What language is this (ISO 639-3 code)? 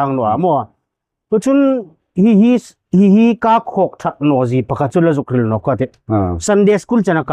hmr